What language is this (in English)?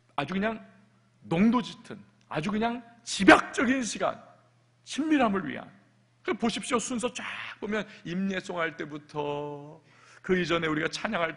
Korean